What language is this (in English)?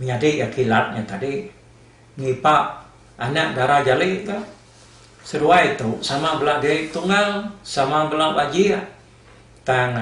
Iban